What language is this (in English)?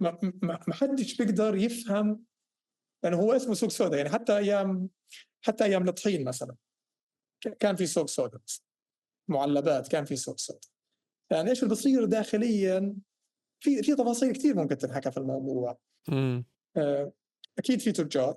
North Levantine Arabic